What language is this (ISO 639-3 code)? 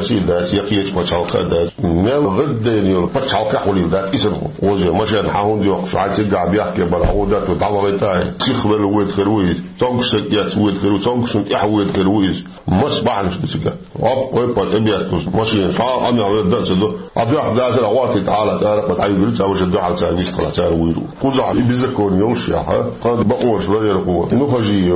che